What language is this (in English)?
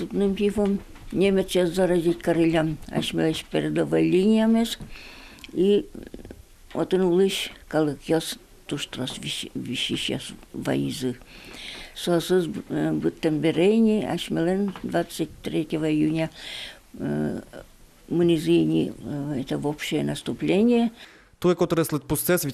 Udmurt